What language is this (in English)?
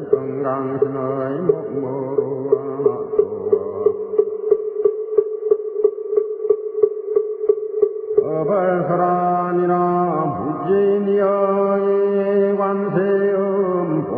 Korean